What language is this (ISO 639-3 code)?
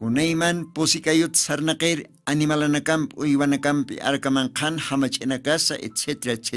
aym